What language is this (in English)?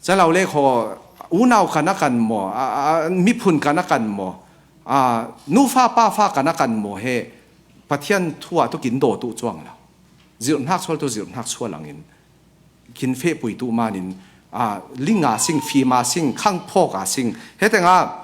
Falam Chin